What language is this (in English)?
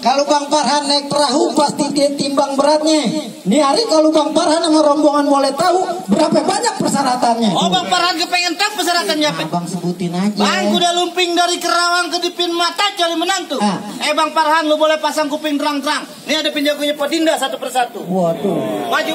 Betawi